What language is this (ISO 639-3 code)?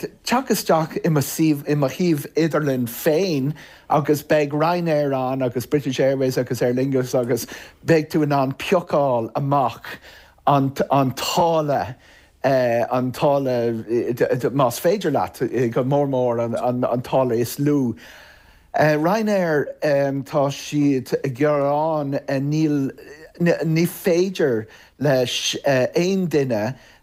gle